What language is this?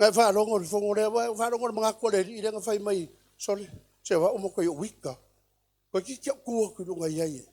Samoan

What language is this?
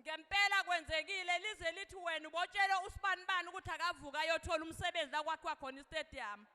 Zulu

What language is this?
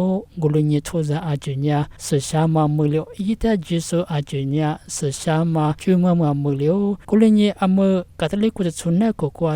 Lisu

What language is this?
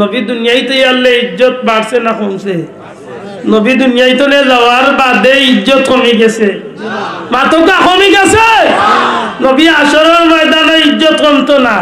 Sylheti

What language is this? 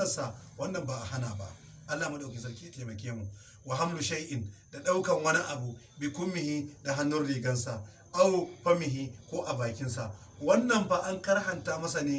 Hausa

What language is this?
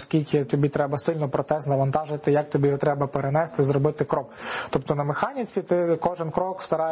Ukrainian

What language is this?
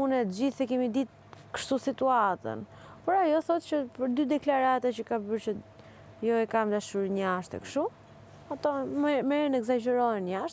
Albanian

